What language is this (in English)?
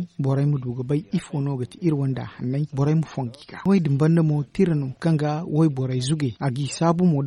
Zarma